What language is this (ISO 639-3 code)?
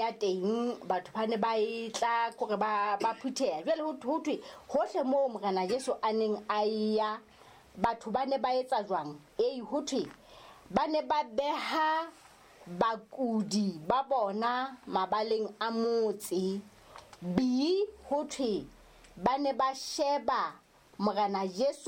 sot